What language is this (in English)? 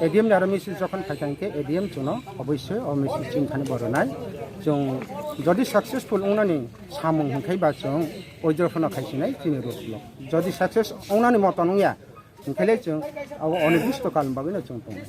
Kok Borok